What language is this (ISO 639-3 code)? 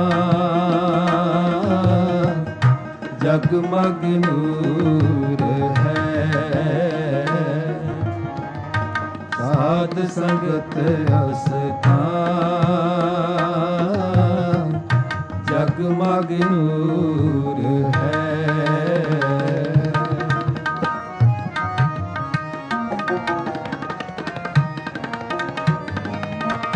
pan